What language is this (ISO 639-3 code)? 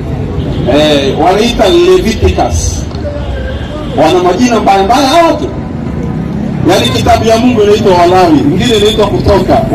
swa